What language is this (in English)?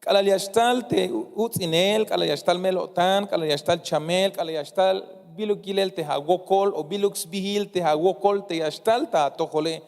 Tzeltal